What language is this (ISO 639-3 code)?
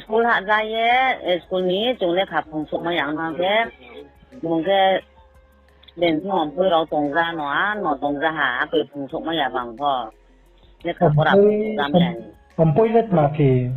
ria